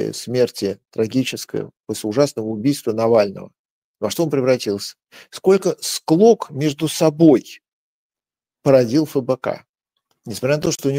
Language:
Russian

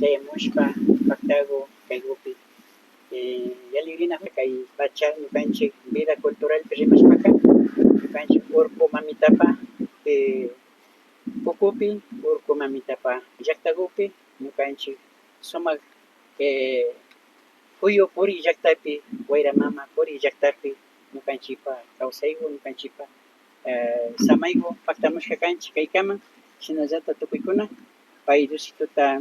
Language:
Imbabura Highland Quichua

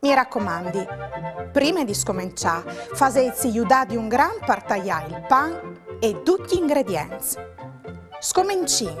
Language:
Friulian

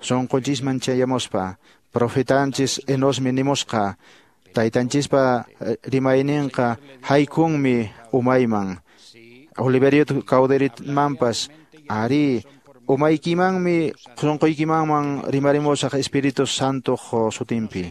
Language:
Quechua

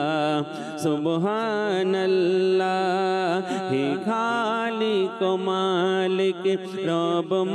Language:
Bangla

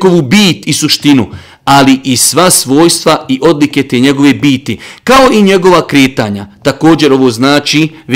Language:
Bosnian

